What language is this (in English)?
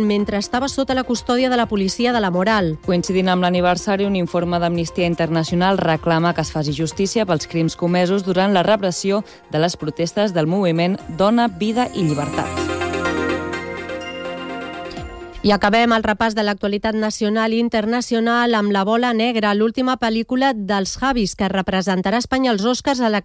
Catalan